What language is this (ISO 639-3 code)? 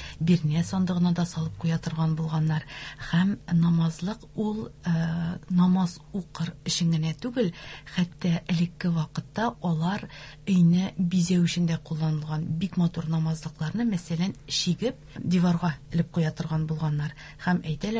tat